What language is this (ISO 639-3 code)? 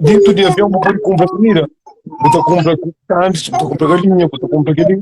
kea